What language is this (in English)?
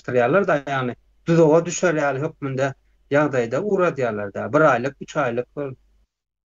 Turkmen